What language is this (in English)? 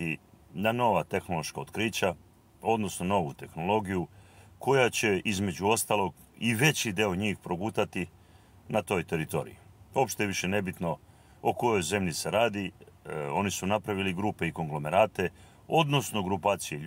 Serbian